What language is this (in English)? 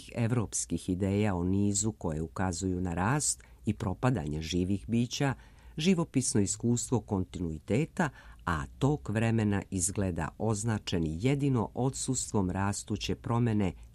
Serbian